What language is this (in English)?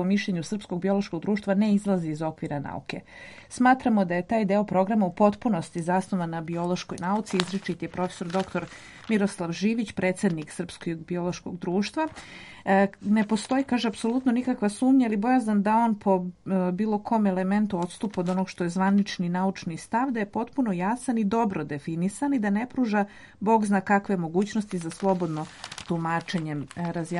Serbian